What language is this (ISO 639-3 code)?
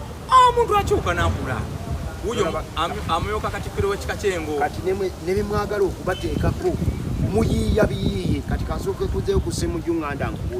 lug